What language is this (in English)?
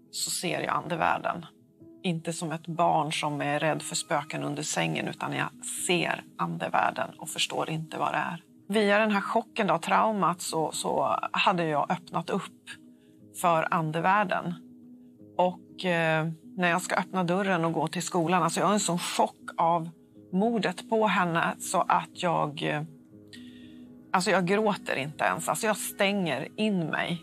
Swedish